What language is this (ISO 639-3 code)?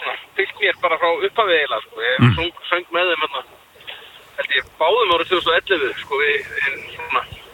isl